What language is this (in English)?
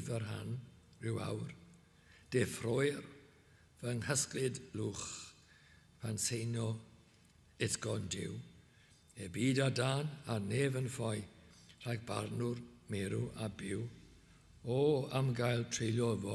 Welsh